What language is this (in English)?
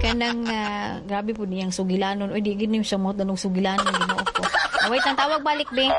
Cebuano